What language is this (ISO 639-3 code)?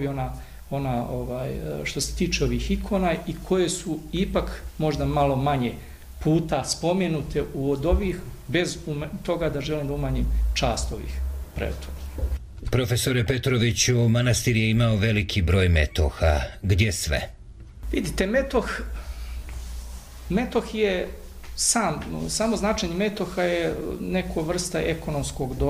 srp